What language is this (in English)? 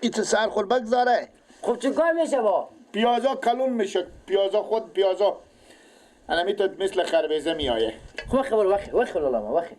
Persian